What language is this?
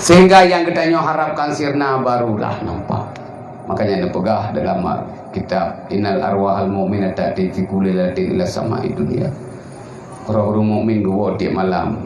Achinese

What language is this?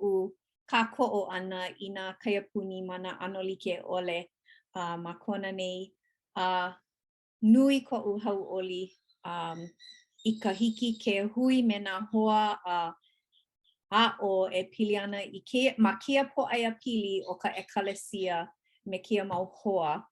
Hawaiian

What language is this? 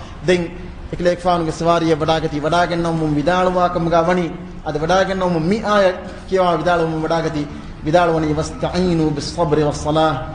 Divehi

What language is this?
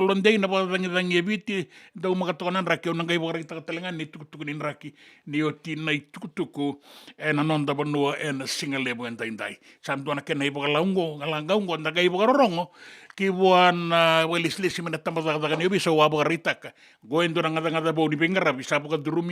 Fijian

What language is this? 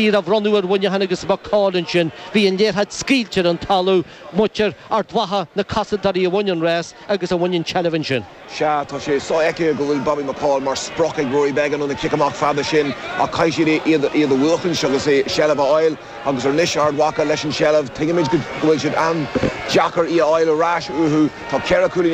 Irish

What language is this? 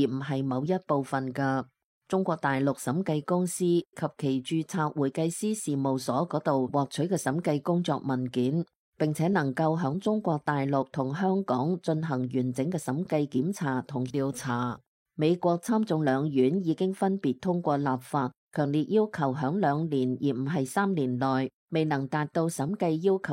Cantonese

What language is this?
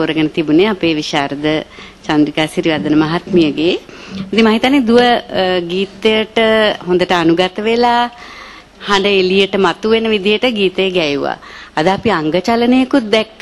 Sinhala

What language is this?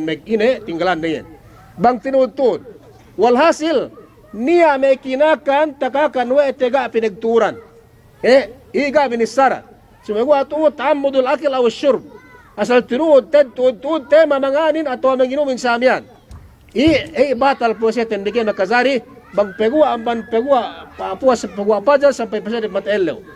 Yakan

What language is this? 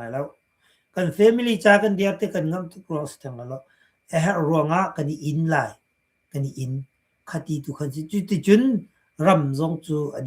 Hakha Chin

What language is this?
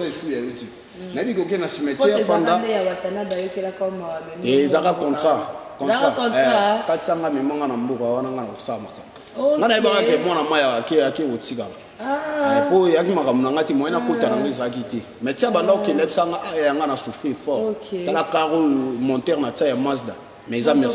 Lingala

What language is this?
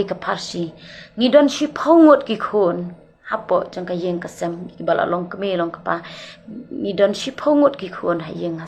Khasi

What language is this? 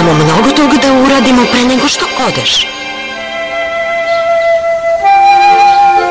Serbian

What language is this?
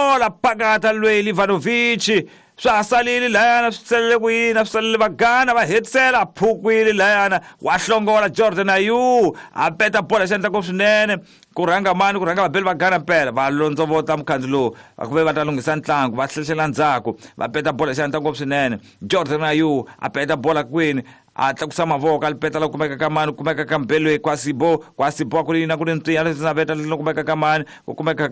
Tsonga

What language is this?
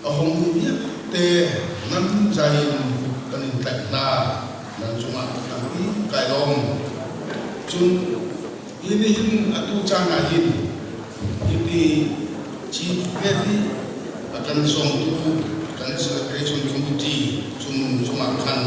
Hakha Chin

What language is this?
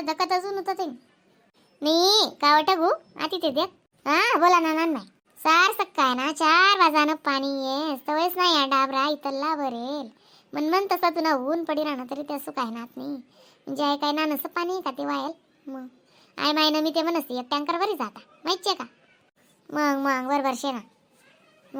Khandesi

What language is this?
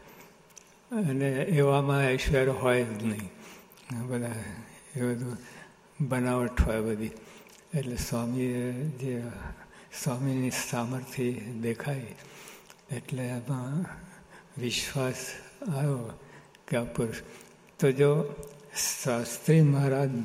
Gujarati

